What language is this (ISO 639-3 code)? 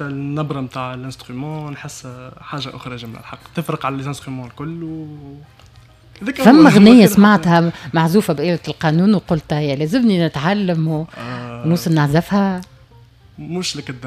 aeb